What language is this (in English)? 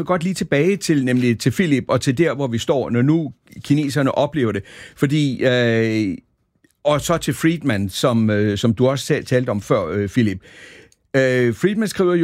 Danish